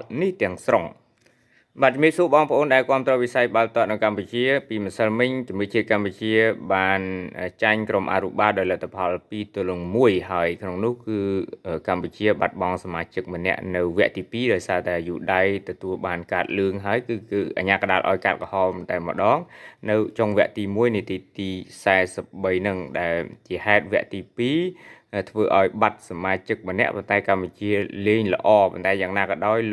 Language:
Khmer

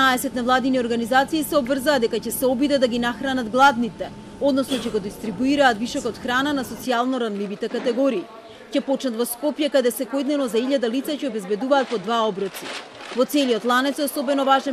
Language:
Macedonian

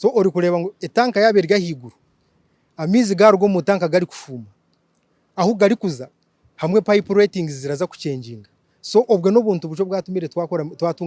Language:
Nyankole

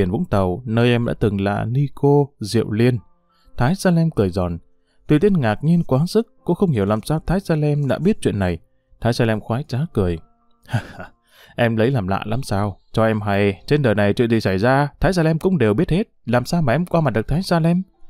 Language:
Vietnamese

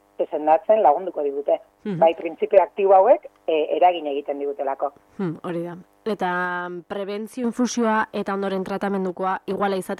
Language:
Basque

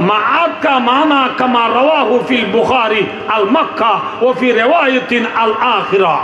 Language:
Rohingya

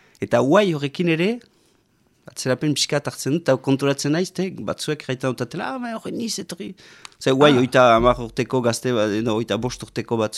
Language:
Basque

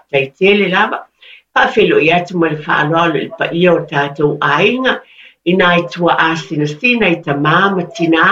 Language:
Samoan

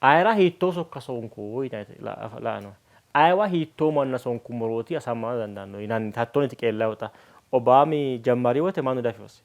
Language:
Sidamo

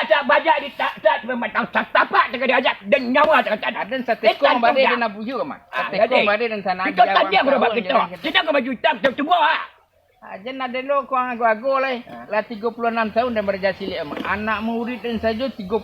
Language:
Minangkabau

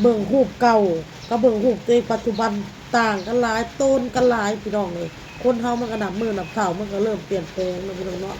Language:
Northeastern Thai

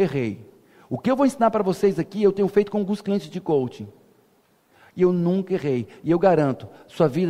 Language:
Portuguese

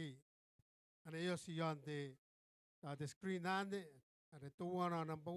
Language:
Gilbertese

